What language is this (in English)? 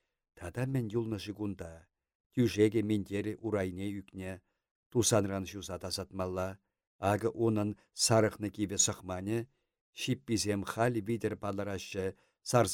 Chuvash